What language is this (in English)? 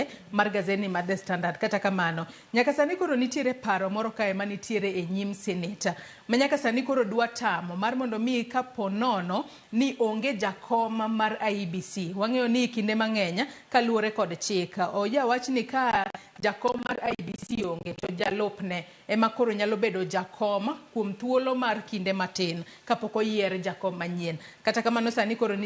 Luo (Kenya and Tanzania)